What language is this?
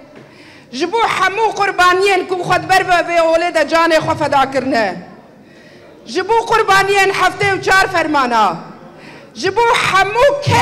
Kurdish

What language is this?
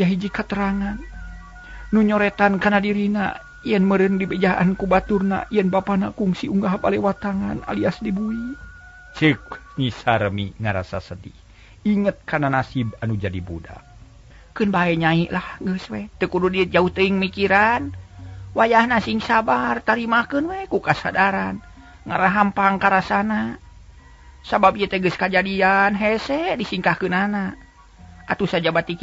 Sundanese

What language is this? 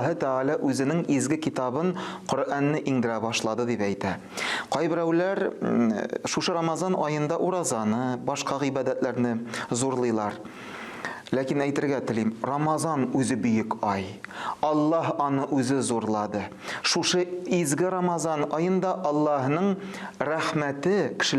Tatar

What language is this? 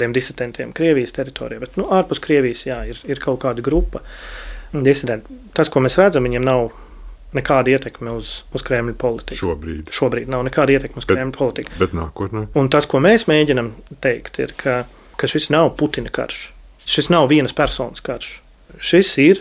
Latvian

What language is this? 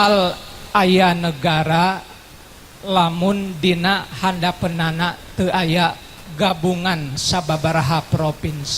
Sundanese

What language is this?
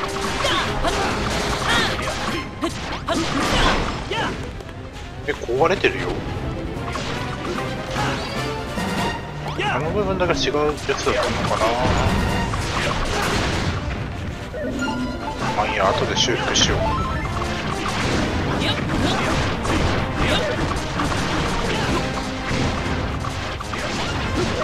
Japanese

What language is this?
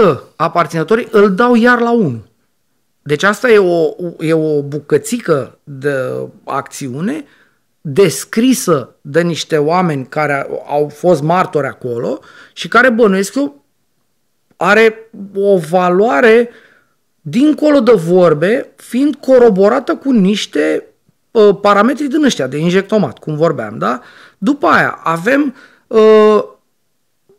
Romanian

